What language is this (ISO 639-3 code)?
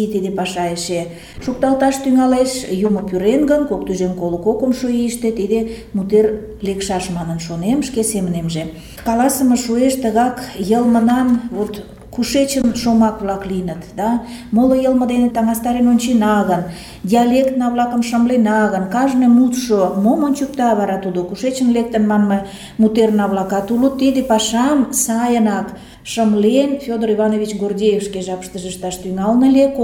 chm